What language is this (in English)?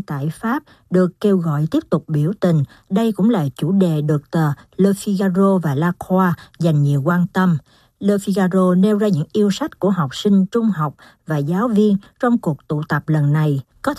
Vietnamese